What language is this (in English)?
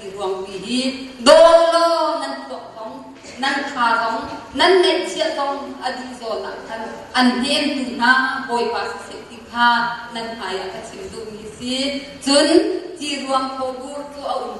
Hakha Chin